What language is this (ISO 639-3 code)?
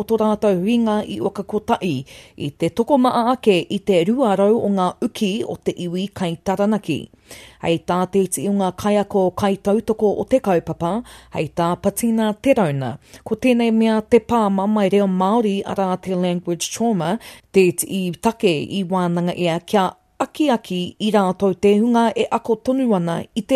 mri